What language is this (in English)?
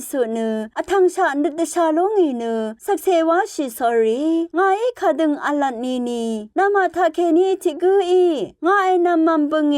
Rawang